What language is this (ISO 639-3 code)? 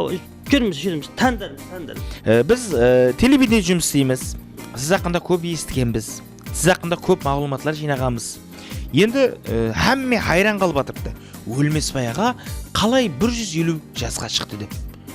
kaa